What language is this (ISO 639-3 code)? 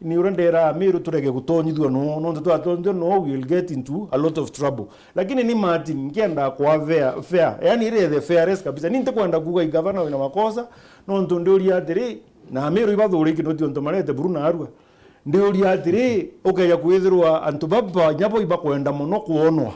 mer